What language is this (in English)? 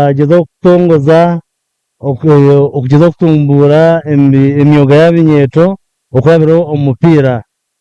Nyankole